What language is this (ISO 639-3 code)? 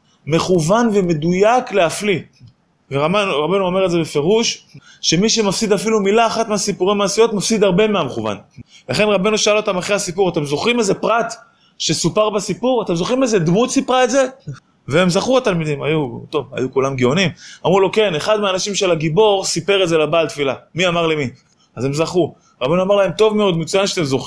heb